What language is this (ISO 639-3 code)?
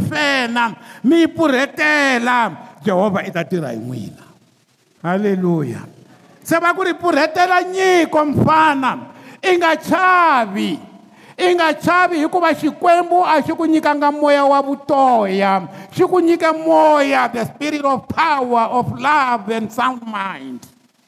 tso